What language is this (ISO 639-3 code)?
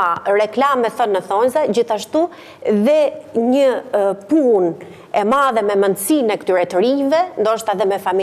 sqi